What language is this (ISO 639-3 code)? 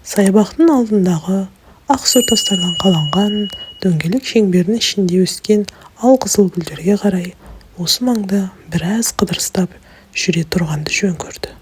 kaz